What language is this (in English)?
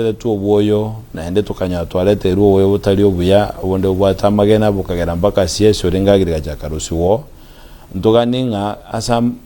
Gusii